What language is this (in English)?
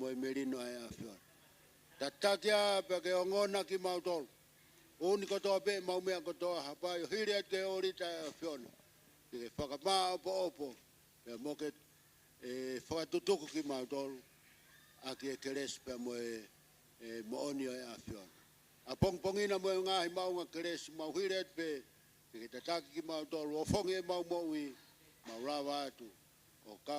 Tongan